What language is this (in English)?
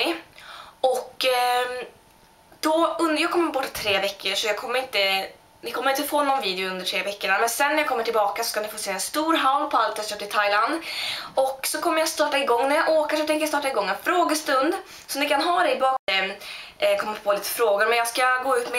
Swedish